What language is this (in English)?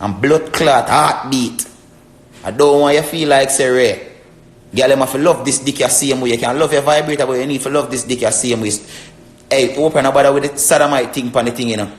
Jamaican Creole English